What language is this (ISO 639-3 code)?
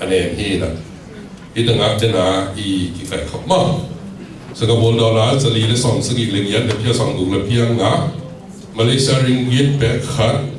ctd